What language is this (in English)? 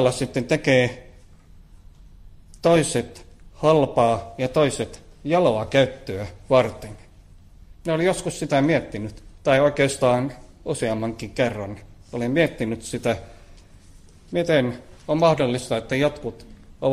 Finnish